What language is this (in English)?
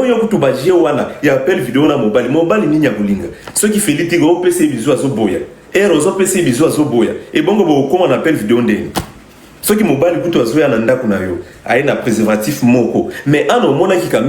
Lingala